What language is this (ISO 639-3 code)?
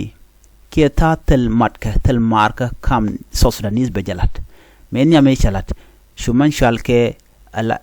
nus